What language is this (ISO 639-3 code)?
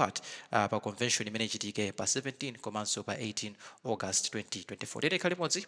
nya